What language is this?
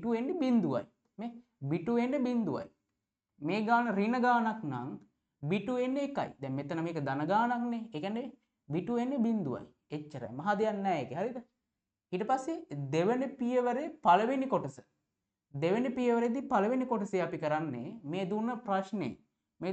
Sinhala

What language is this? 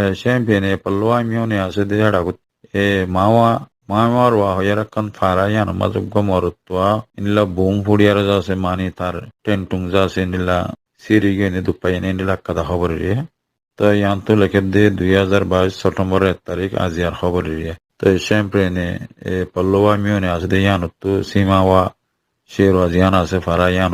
Rohingya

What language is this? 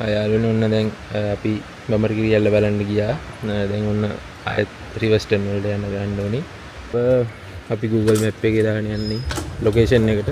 Sinhala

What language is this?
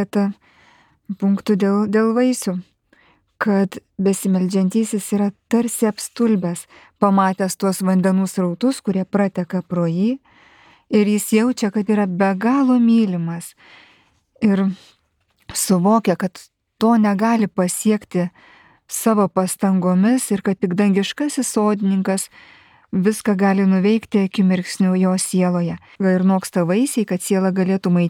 Lithuanian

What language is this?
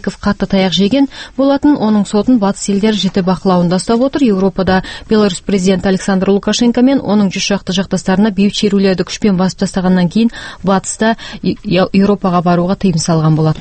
Kazakh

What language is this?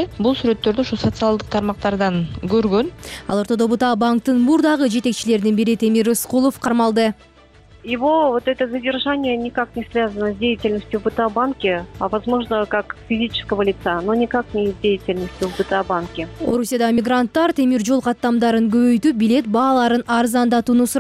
Kyrgyz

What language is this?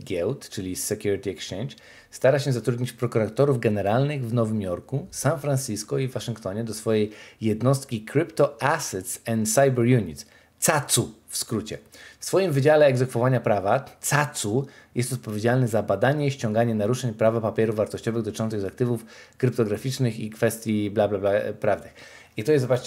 Polish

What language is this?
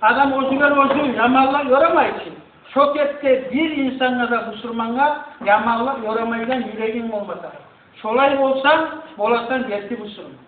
Kumyk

